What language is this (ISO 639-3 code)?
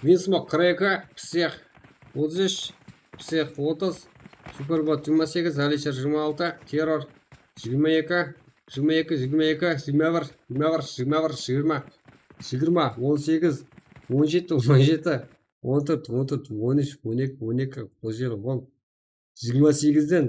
kaa